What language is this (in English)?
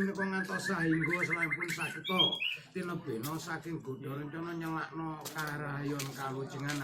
Javanese